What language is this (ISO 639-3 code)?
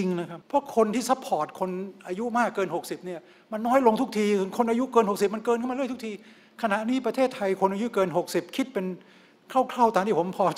tha